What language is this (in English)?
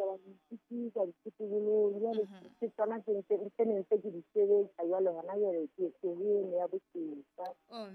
Southern Sotho